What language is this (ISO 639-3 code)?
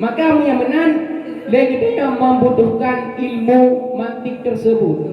ace